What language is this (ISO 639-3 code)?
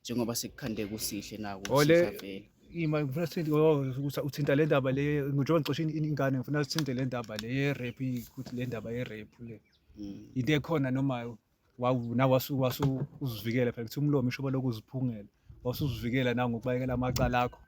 zul